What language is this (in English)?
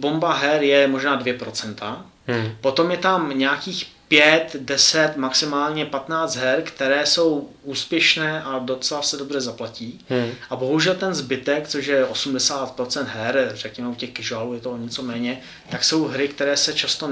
Czech